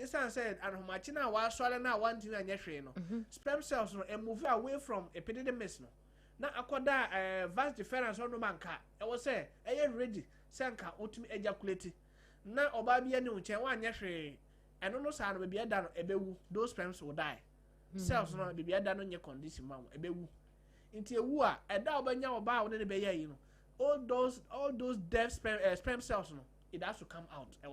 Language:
Akan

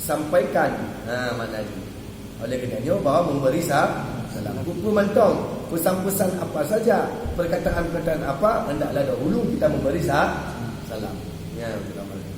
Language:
Achinese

